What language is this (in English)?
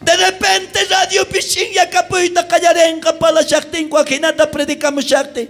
South Bolivian Quechua